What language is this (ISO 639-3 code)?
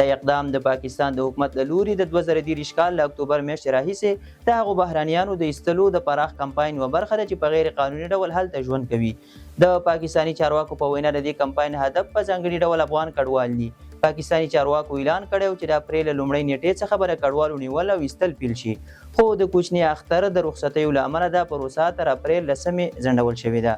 pus